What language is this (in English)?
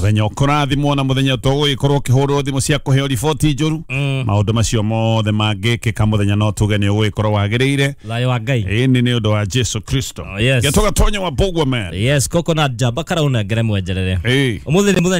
Kikuyu